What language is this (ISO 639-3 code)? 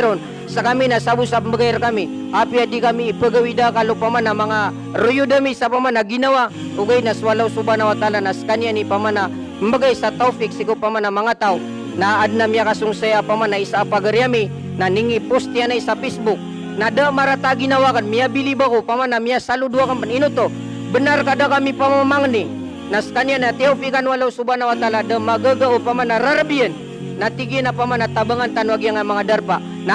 mrw